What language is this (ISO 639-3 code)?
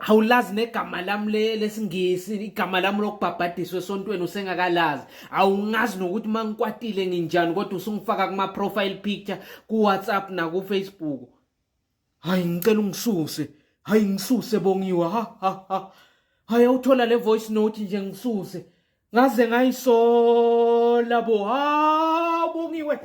zul